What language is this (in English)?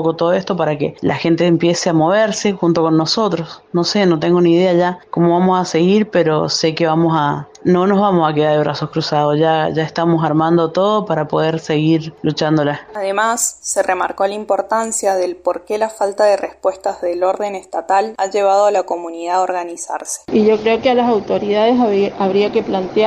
Spanish